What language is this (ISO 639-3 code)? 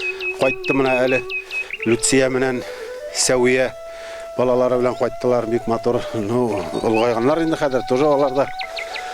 bak